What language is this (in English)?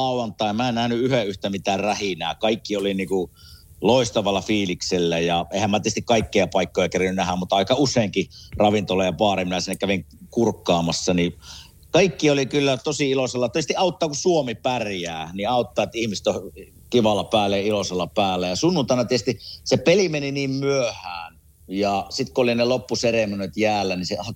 Finnish